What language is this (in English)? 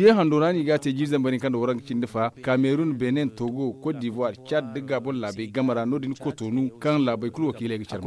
Zarma